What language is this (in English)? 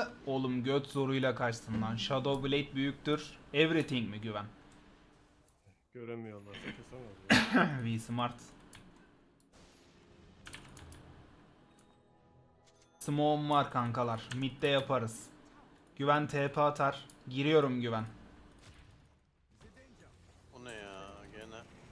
Turkish